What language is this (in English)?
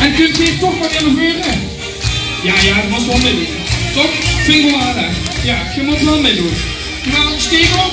Limburgish